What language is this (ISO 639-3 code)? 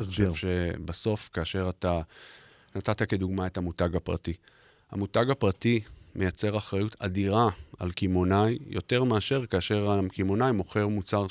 heb